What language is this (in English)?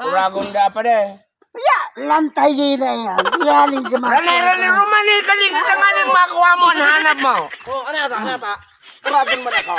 Bikol